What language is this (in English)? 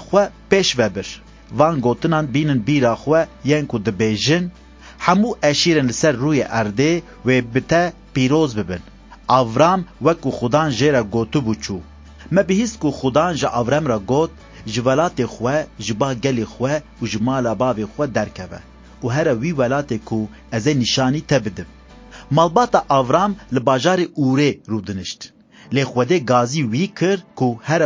Kurdish